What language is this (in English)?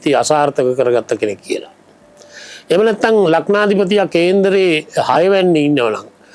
Sinhala